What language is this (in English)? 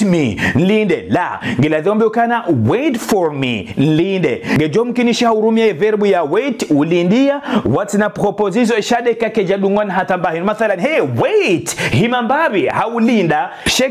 Ngazidja Comorian